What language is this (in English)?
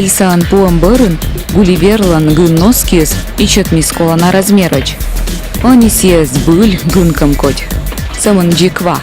Komi